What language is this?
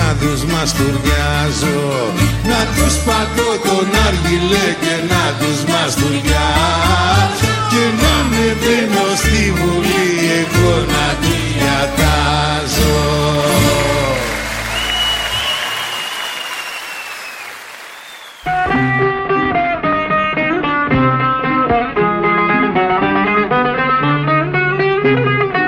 Greek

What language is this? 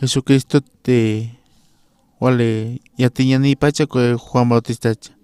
Aymara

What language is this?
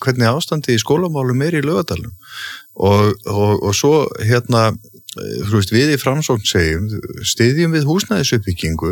Icelandic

